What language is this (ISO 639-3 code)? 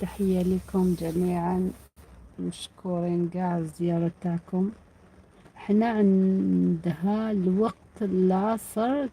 arq